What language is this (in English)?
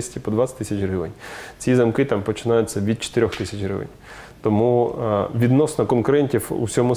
Ukrainian